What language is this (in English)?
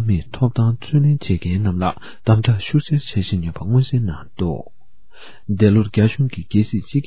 Tibetan